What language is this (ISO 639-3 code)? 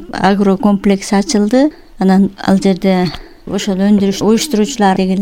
kir